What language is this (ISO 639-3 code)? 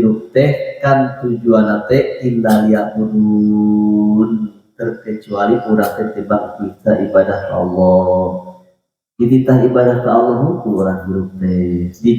sun